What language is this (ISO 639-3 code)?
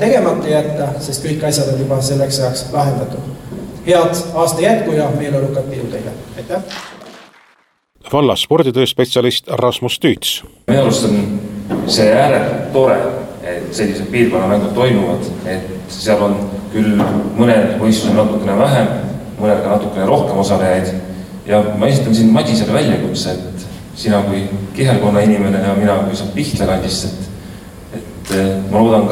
est